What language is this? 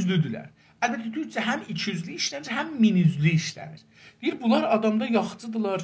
South Azerbaijani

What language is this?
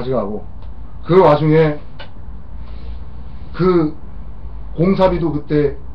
Korean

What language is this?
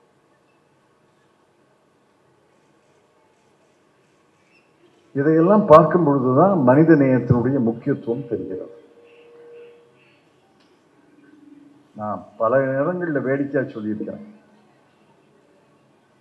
Tamil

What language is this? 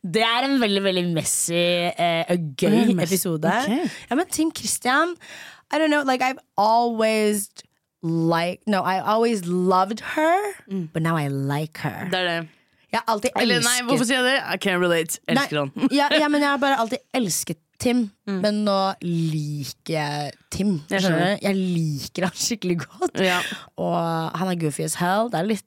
Norwegian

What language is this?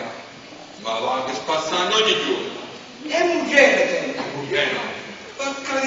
Neapolitan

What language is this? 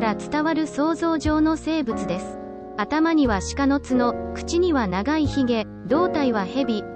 Japanese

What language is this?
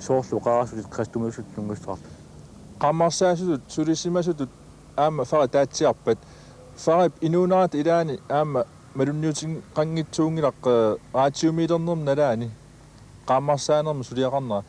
Kalaallisut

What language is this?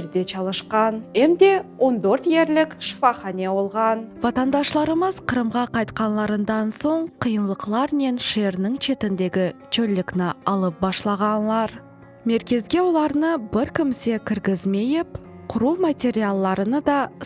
Crimean Tatar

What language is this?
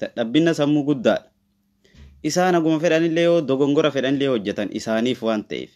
Oromo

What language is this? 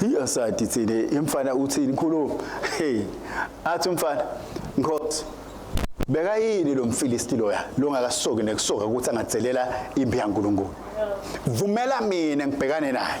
Swati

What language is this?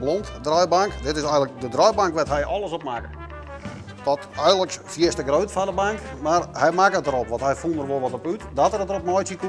Western Frisian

